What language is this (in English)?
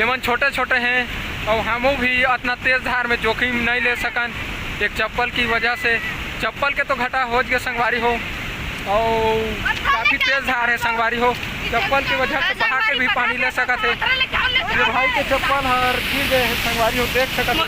Chhattisgarhi